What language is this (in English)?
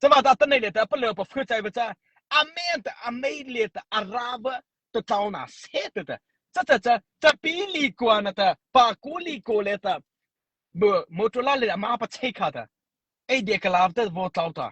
Mara Chin